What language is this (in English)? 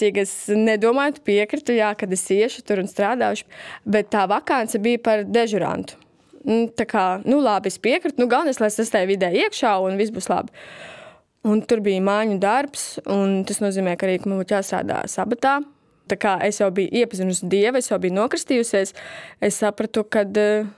Latvian